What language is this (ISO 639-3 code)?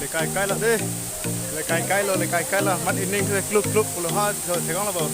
mjw